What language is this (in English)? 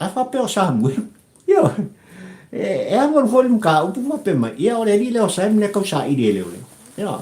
Samoan